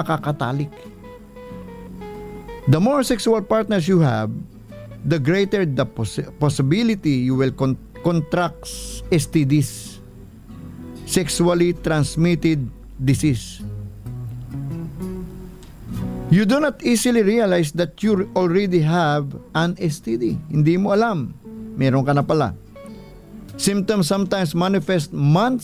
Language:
Filipino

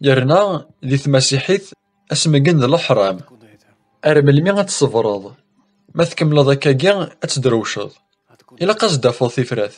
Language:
Kabyle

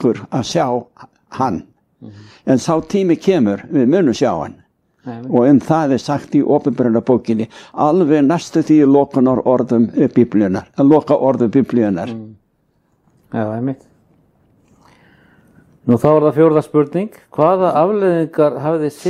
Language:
Icelandic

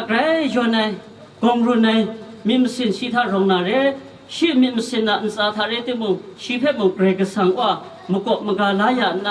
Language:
Kachin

